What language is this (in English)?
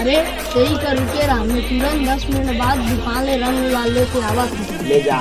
Chhattisgarhi